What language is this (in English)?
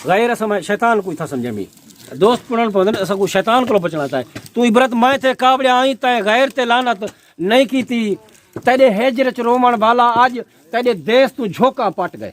Saraiki